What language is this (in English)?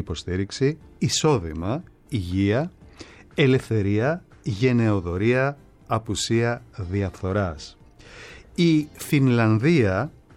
Greek